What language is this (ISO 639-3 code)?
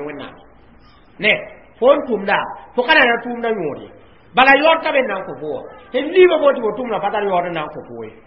mos